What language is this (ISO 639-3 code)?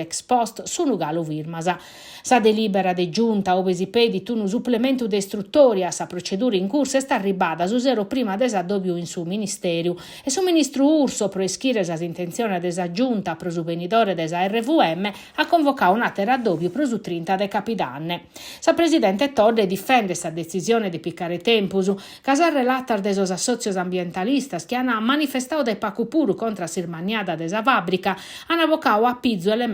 srd